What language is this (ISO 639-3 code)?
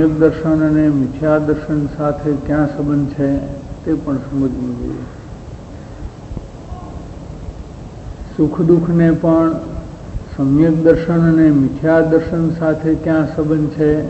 guj